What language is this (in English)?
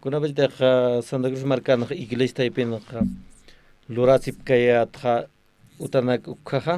Aymara